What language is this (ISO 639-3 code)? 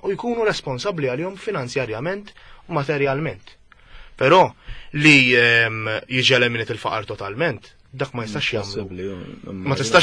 mlt